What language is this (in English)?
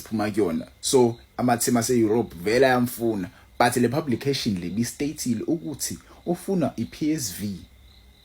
Zulu